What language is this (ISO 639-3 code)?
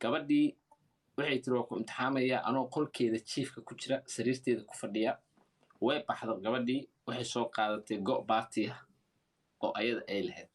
som